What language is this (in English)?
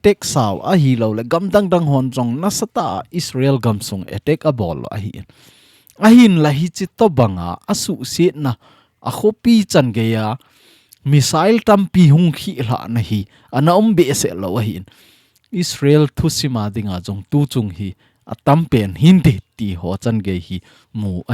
Thado Chin